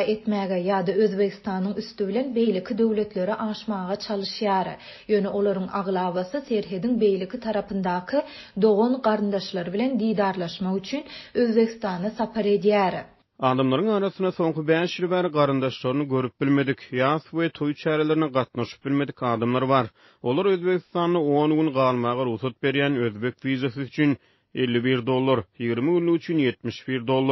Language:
Turkmen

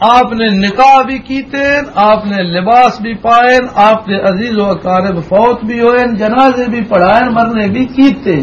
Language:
Western Panjabi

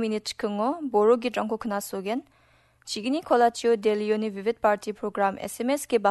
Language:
Garo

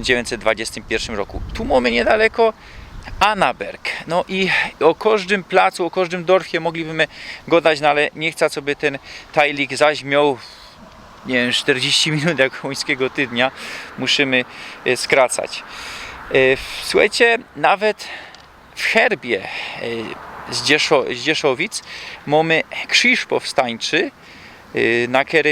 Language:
Silesian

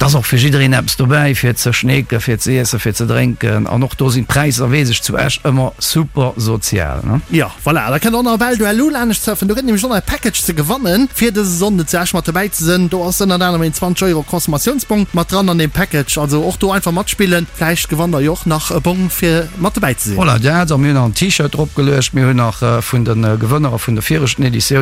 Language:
Luxembourgish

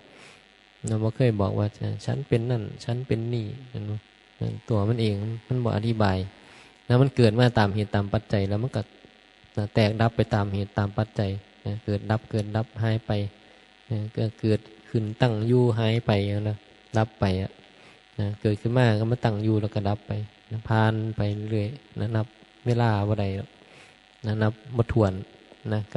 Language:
Northeastern Thai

